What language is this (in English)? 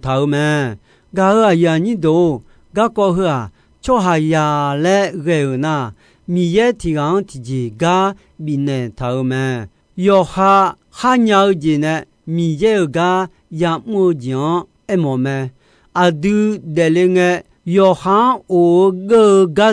Akha